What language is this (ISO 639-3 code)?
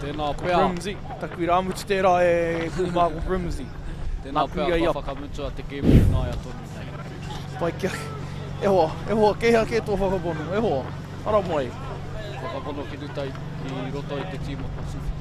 mri